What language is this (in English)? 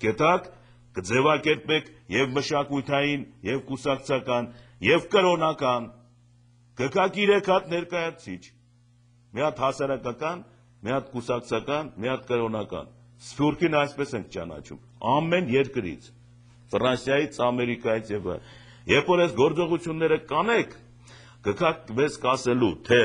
Armenian